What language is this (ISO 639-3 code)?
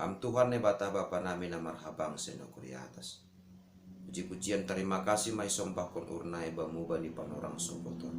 bts